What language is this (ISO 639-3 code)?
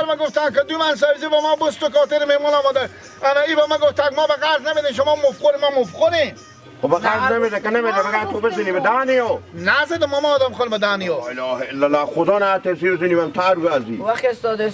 fas